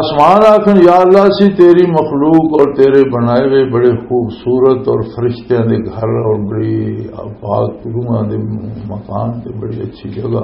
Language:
Western Panjabi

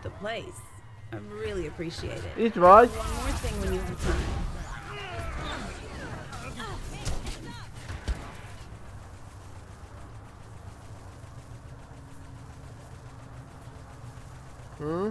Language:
Hungarian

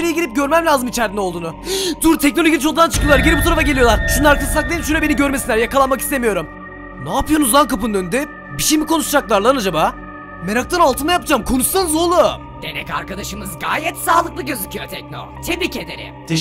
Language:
Turkish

